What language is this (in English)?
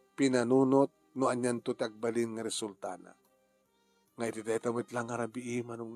Iloko